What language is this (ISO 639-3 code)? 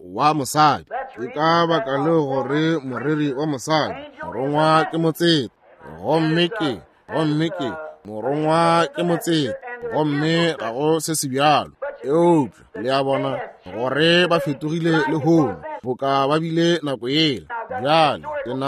nso